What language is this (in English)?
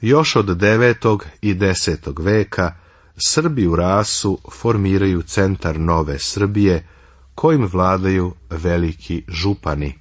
Serbian